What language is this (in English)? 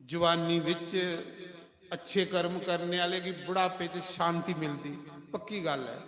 Dogri